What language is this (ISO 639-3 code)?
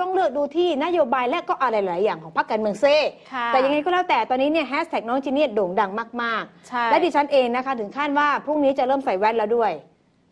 tha